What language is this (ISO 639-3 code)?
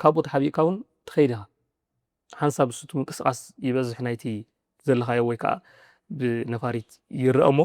tir